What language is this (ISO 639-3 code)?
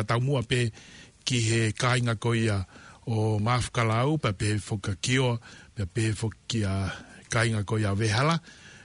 ton